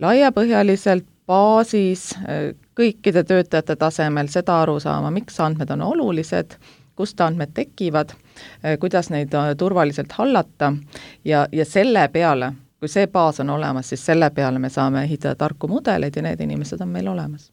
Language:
Estonian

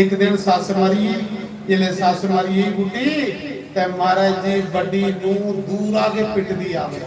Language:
Dogri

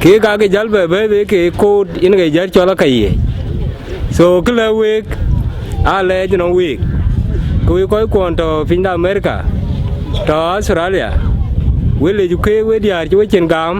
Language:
Dinka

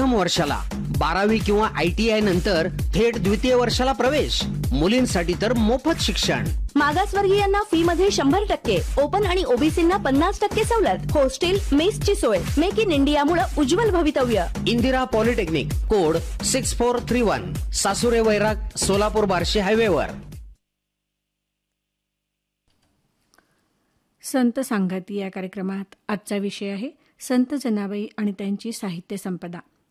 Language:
Marathi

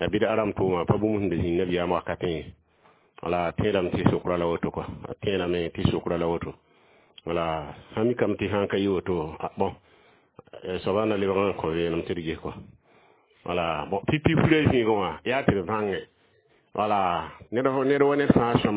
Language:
Mossi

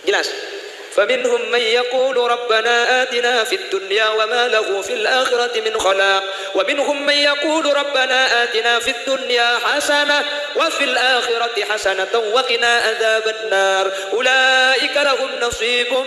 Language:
Madurese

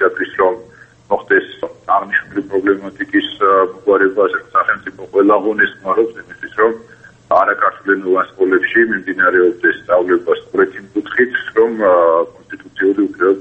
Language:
Georgian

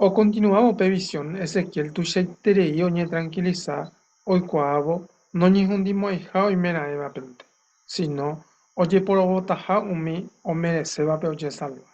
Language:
Guarani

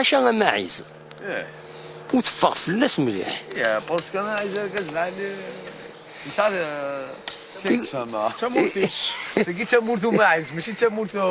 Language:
Kabyle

